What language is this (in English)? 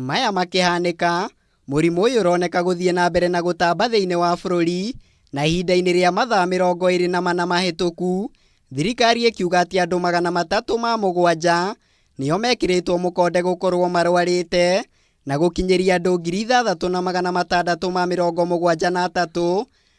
Kikuyu